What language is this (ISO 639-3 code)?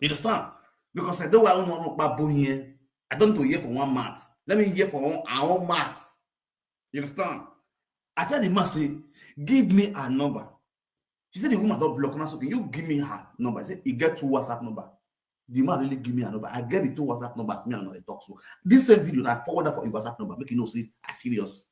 pcm